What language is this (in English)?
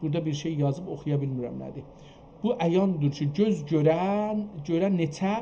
South Azerbaijani